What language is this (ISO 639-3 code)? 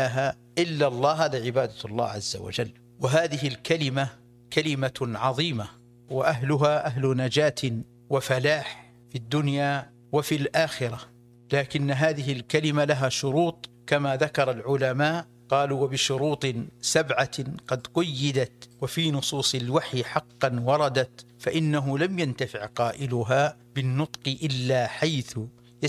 ara